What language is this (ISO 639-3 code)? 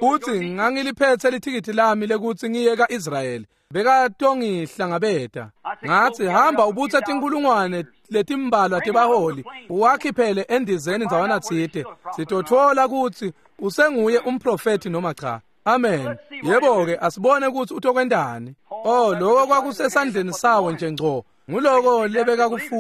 ssw